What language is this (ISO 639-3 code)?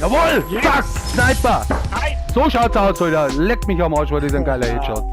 bar